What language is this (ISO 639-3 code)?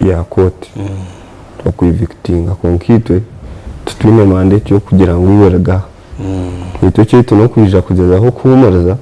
nyn